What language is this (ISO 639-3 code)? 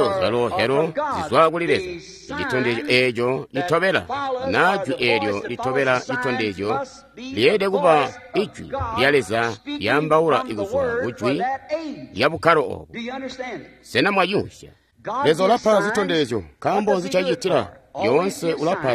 toi